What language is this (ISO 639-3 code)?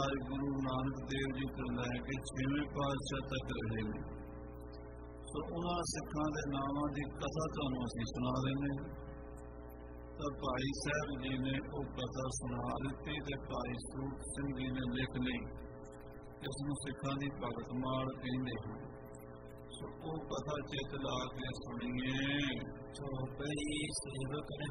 pan